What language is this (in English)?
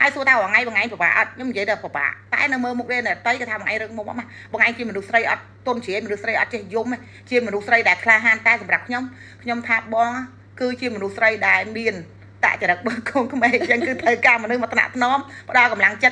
Khmer